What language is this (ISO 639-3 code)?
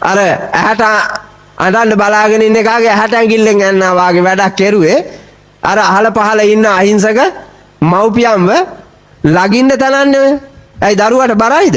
sin